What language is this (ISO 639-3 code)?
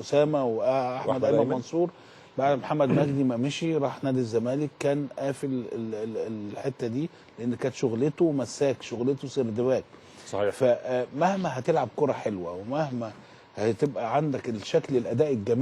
arz